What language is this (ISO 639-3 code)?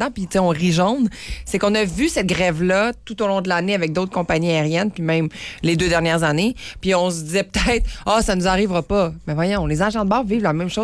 fra